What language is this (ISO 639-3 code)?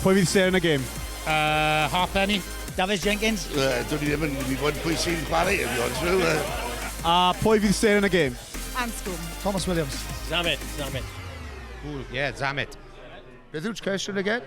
cym